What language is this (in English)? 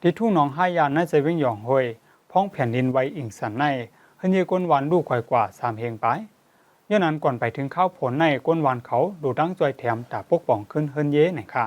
Shan